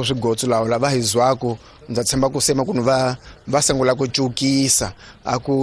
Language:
Tsonga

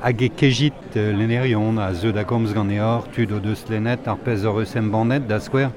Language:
Breton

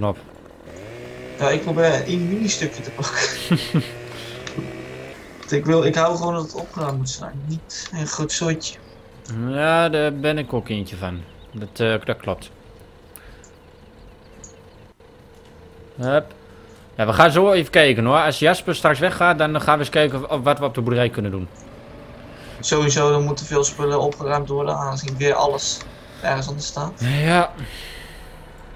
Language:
Dutch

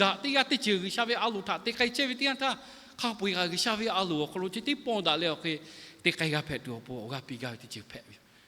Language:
Lahu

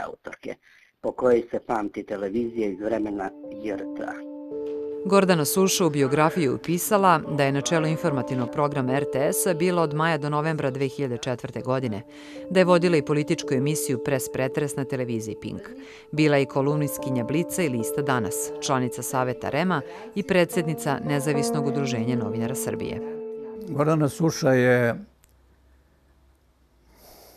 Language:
Serbian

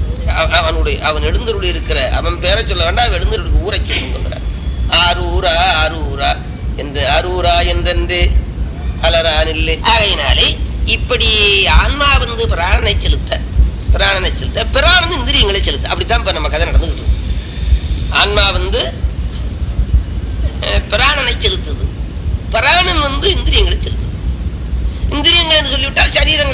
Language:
Tamil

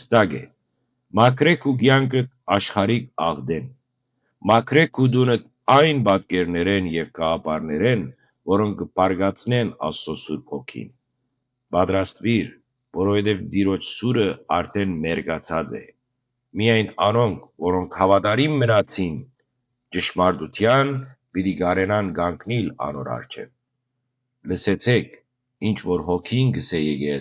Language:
Western Armenian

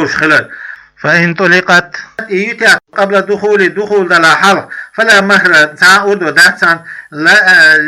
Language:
Chechen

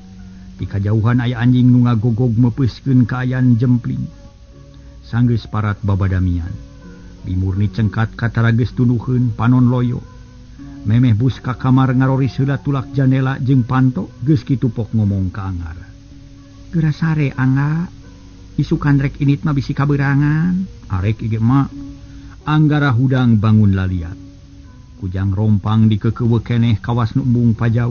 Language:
Sundanese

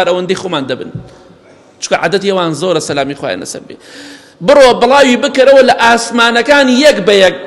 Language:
Central Kurdish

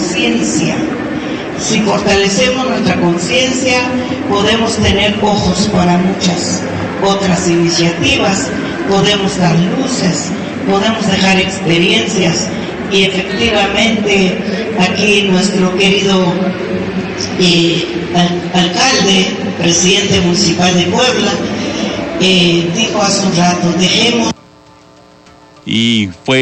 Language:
Spanish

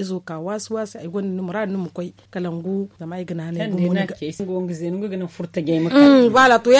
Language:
Zarma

